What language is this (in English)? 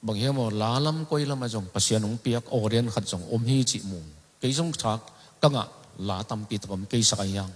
Tedim Chin